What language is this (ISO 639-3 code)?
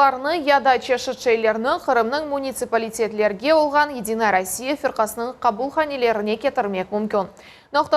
crh